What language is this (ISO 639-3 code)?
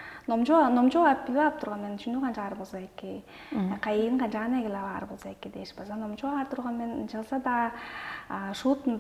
tyv